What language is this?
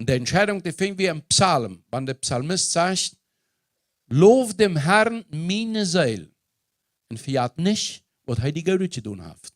Plautdietsch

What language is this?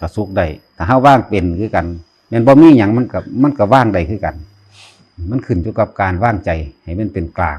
Northeastern Thai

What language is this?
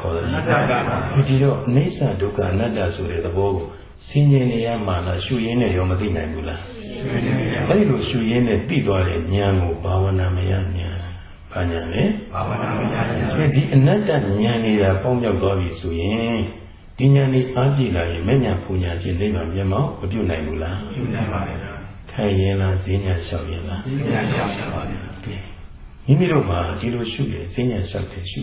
Burmese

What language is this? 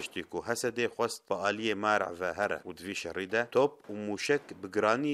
Kurdish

